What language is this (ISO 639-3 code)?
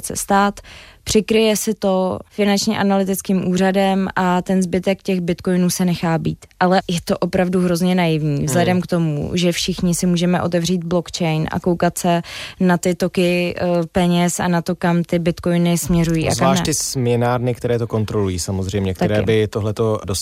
ces